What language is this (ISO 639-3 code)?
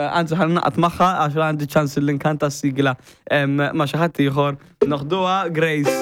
mlt